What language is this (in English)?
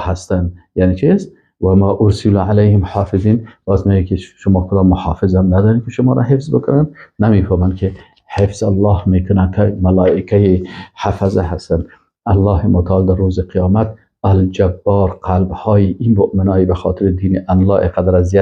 Persian